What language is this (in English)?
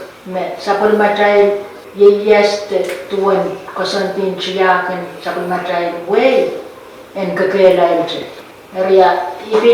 Pohnpeian